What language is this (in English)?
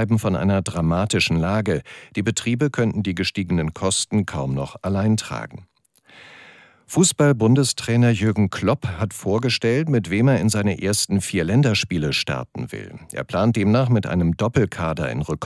German